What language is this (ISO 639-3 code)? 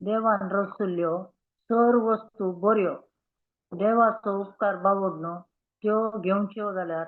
kok